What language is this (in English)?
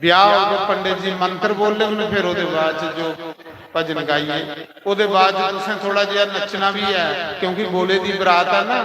Dogri